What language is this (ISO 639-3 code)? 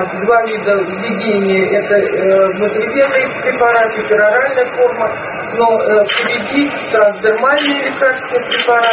rus